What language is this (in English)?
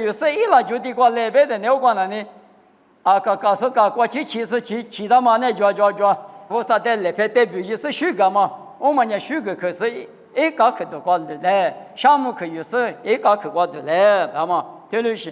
Lisu